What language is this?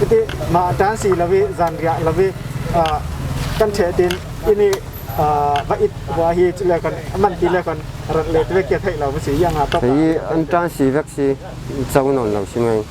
Falam Chin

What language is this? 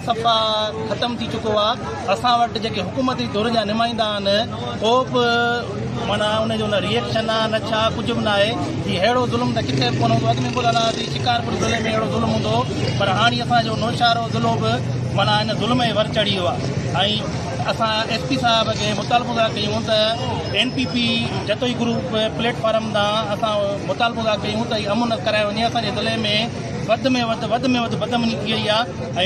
Sindhi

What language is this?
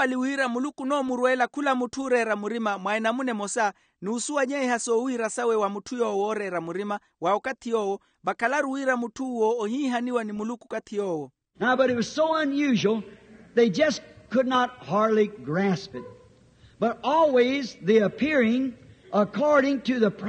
Makhuwa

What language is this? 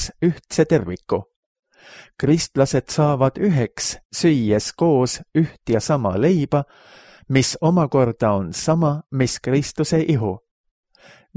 Estonian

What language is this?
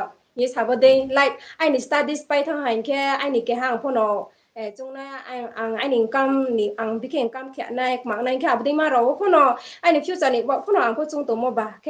Riang (India)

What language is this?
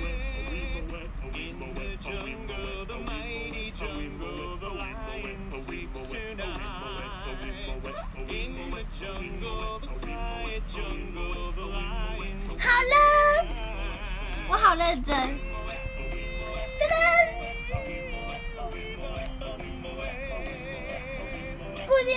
Chinese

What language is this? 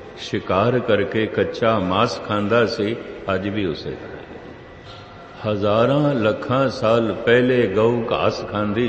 Punjabi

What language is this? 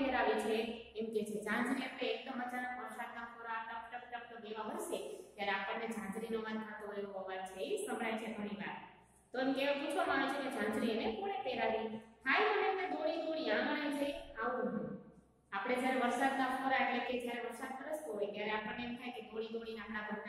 Gujarati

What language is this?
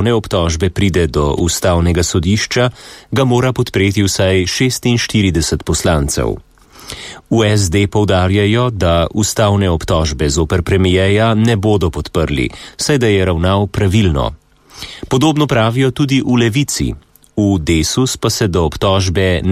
Slovenian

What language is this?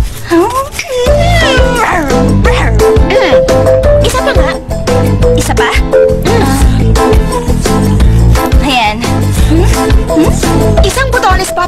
Filipino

